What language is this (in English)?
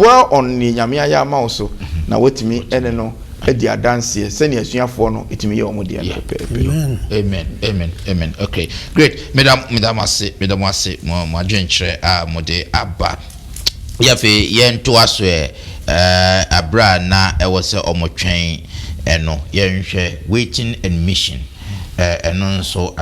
Akan